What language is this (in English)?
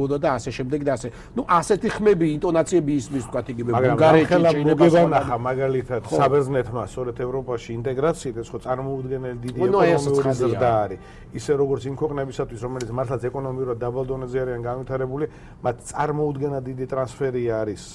Georgian